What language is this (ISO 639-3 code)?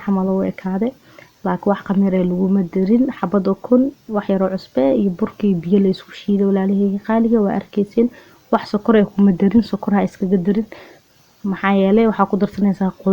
som